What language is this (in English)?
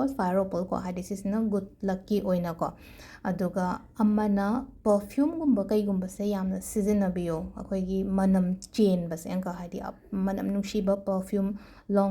Manipuri